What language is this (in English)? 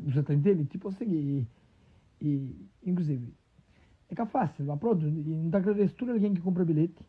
Kabuverdianu